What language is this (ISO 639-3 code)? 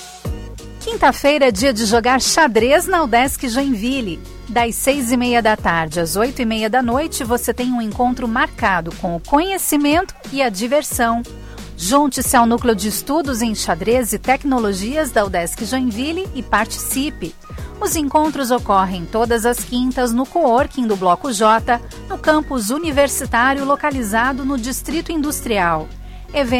por